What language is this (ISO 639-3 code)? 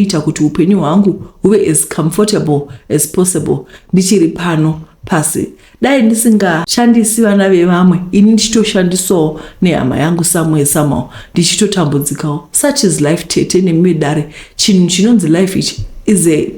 sna